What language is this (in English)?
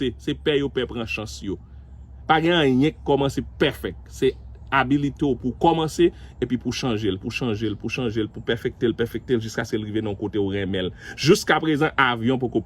Haitian Creole